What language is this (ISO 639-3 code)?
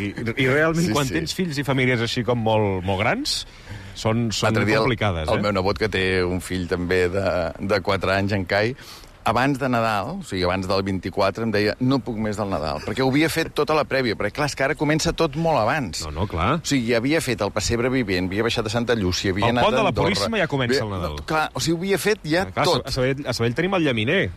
cat